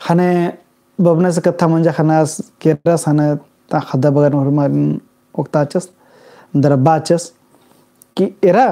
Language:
Kurukh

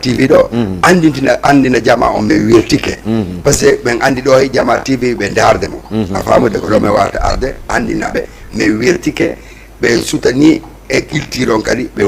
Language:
Fula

